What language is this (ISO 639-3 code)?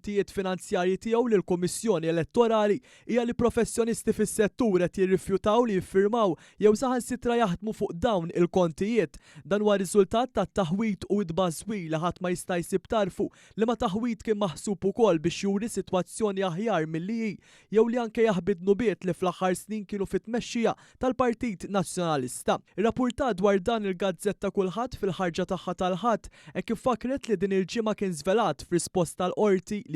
mlt